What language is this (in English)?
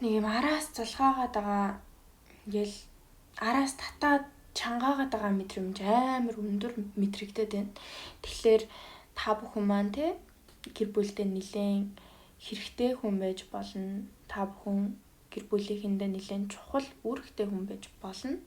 Mongolian